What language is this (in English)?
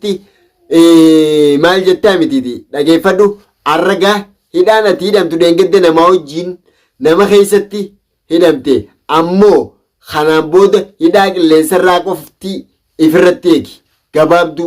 Oromo